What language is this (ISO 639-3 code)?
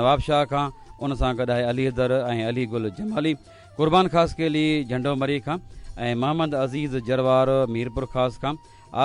snd